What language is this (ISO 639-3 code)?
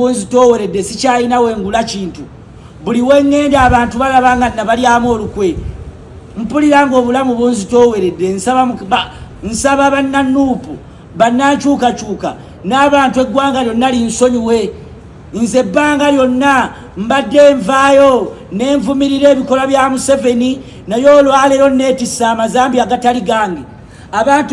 lug